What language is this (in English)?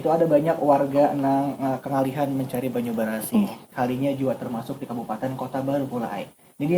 Banjar